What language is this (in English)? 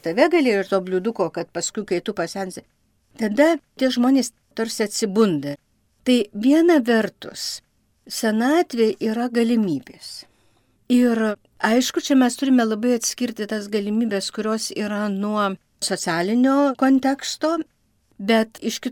Lithuanian